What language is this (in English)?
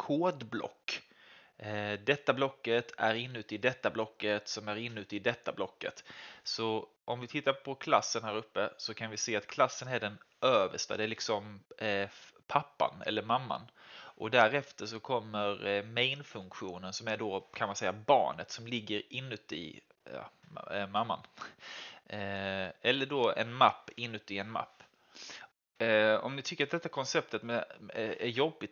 Swedish